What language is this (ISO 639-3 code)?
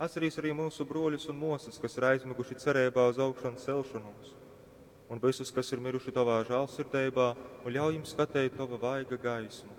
ltg